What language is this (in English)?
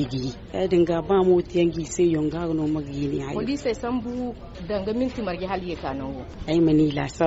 Zarma